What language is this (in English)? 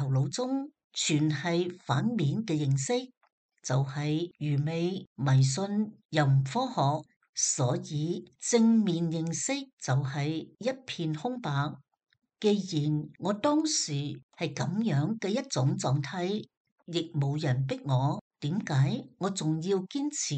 Cantonese